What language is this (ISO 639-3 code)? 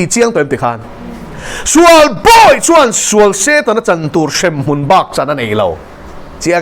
lus